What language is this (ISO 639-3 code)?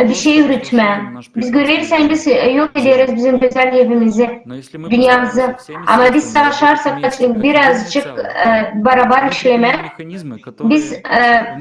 gag